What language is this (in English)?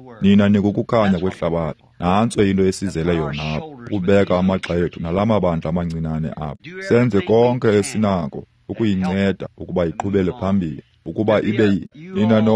Xhosa